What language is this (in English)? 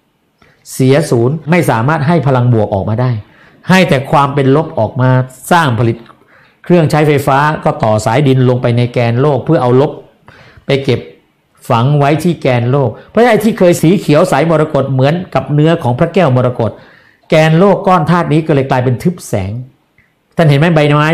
Thai